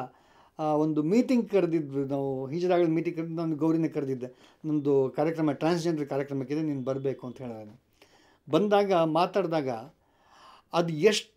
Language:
Kannada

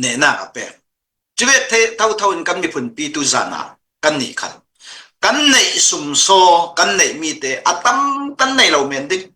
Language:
Hakha Chin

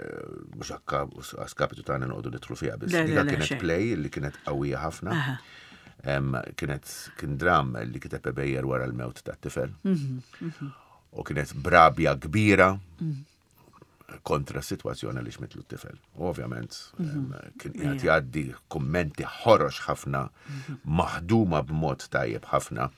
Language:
Maltese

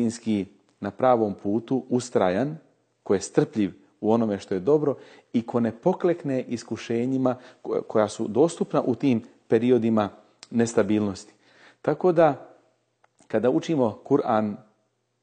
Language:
Bosnian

